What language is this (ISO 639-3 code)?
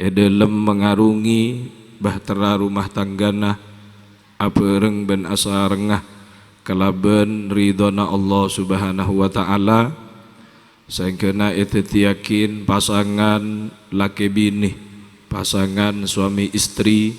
mad